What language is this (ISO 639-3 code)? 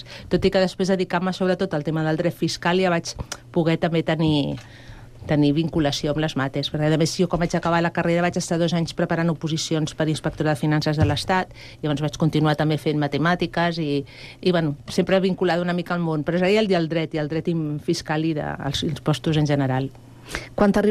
cat